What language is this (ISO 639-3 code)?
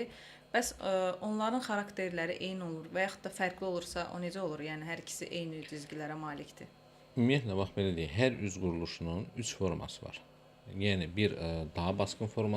aze